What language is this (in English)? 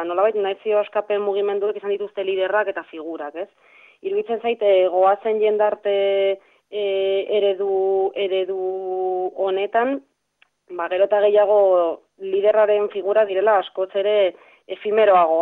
Basque